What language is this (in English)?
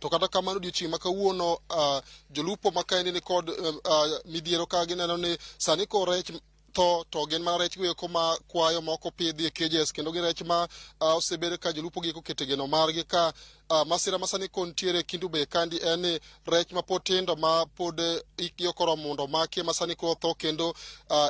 Luo (Kenya and Tanzania)